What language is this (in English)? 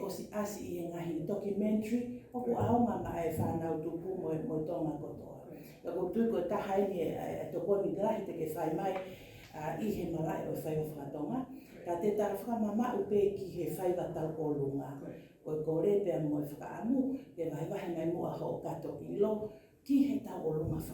Tongan